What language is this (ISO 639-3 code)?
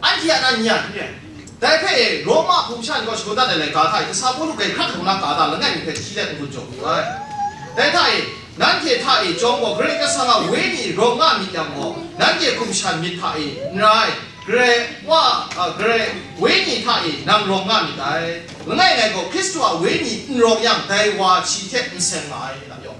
kac